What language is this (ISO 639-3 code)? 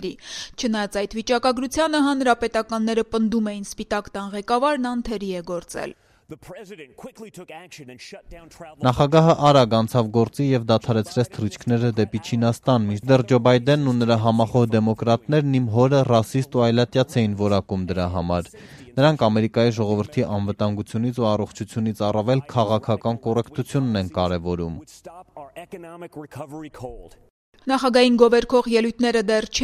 hye